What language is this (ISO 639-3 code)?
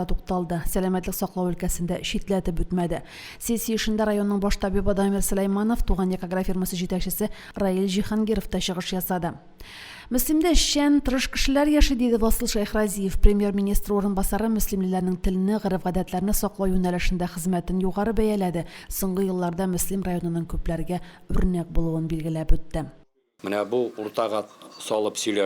tat